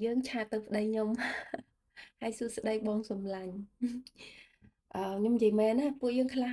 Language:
Khmer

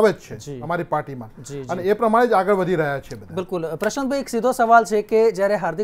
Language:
Gujarati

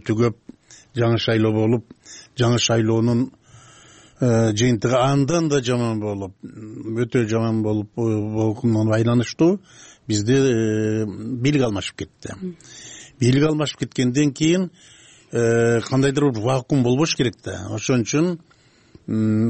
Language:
Kyrgyz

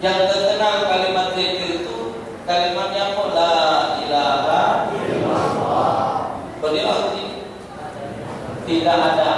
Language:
Musi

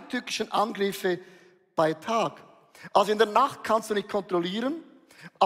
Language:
Swiss German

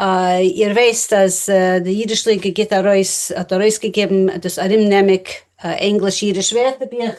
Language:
Yiddish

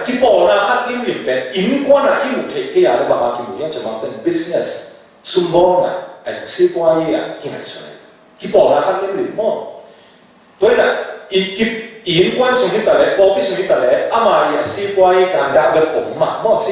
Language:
Tedim Chin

